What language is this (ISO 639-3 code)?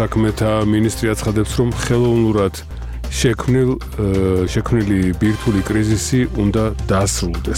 kat